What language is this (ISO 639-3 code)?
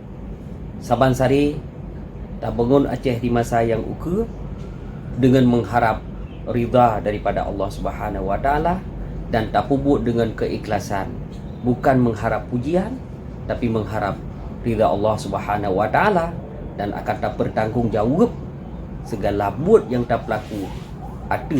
ace